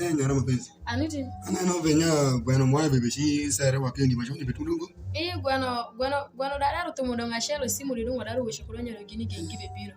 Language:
Alur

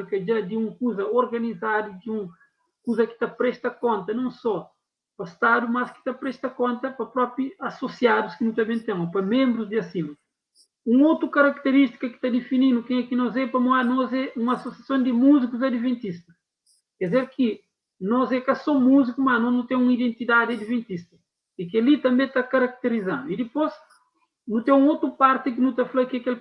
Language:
Kabuverdianu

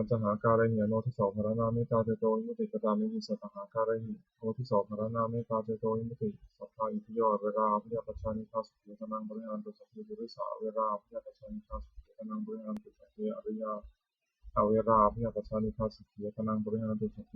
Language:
Pali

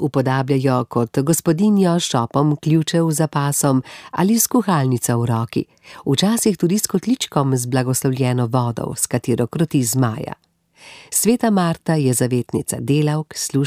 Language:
Slovenian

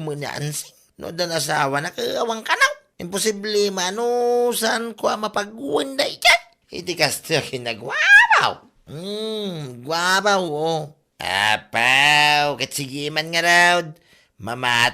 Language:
Iloko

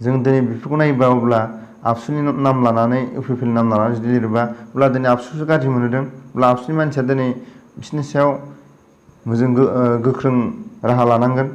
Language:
Bodo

